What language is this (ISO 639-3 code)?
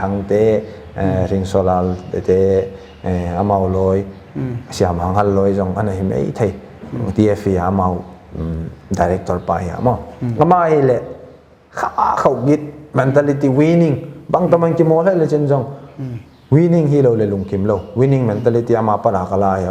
pck